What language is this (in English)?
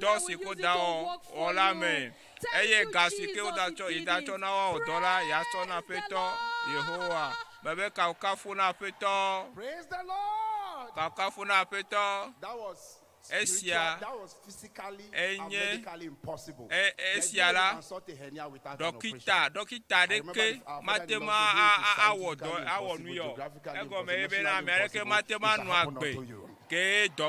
Ewe